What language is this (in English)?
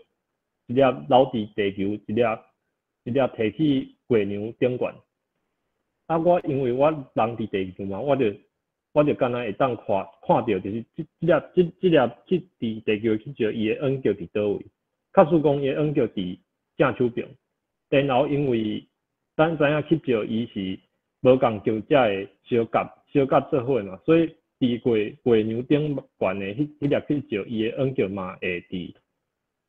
Min Nan Chinese